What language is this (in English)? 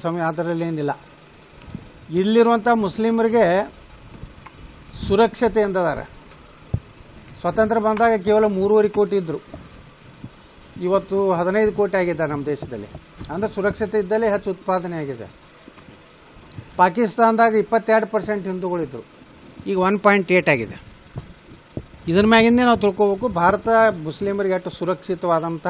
Kannada